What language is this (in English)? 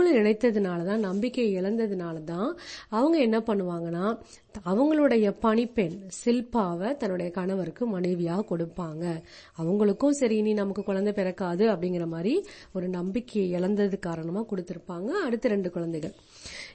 Tamil